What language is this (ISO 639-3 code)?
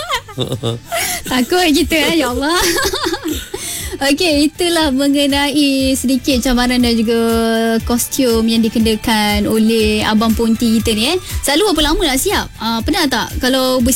msa